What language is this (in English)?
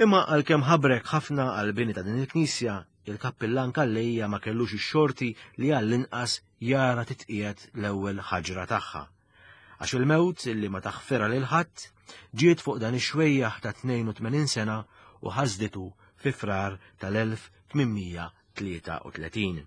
Maltese